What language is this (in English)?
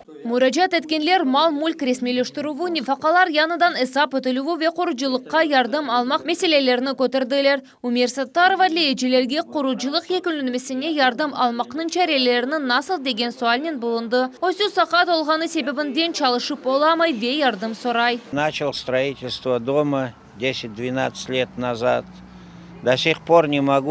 Crimean Tatar